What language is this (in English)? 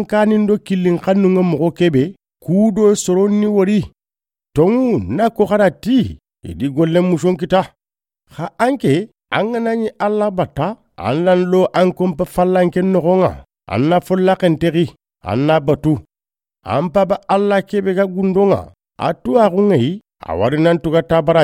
Soninke